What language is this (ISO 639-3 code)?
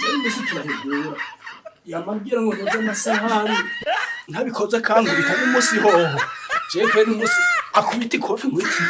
run